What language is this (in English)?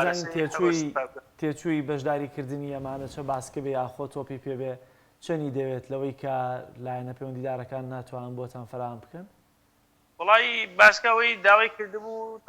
Central Kurdish